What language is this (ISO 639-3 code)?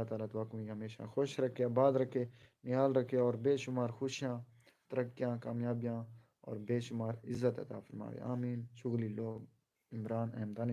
skr